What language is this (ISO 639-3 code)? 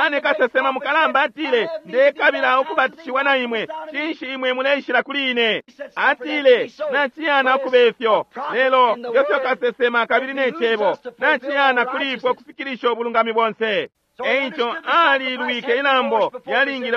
bem